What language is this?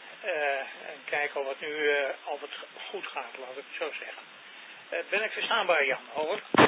Dutch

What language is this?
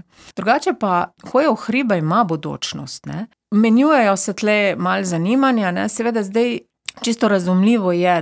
Slovenian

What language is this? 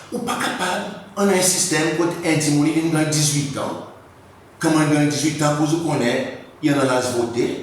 Seselwa Creole French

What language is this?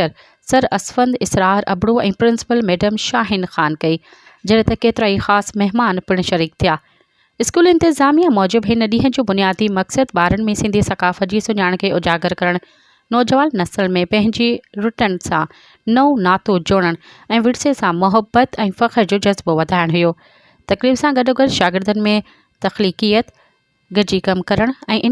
Sindhi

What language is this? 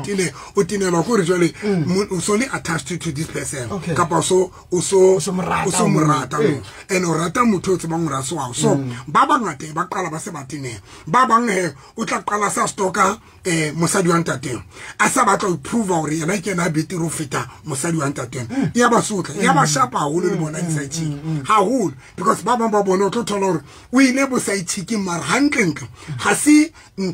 Southern Sotho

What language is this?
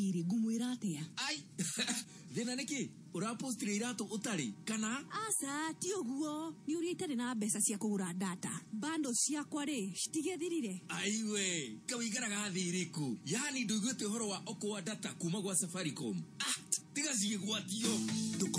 Kikuyu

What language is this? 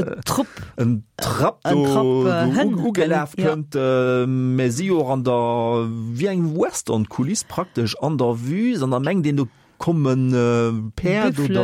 Luxembourgish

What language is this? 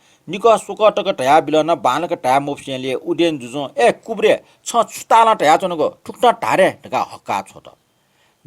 Newari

